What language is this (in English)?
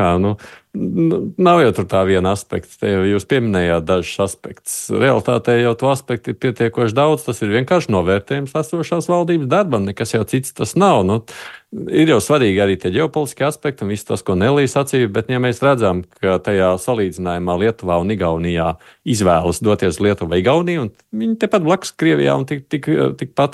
Latvian